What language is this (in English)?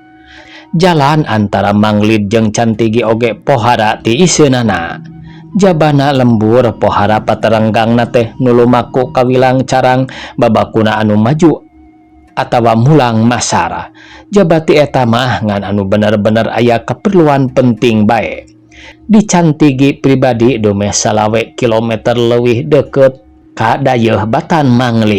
Sundanese